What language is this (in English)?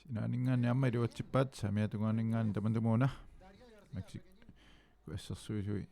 Kalaallisut